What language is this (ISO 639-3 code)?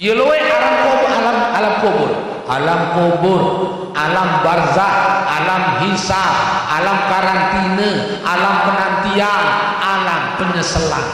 sas